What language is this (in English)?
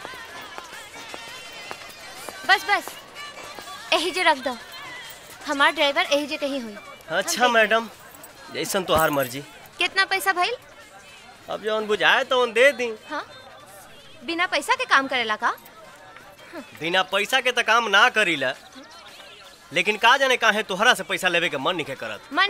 Bhojpuri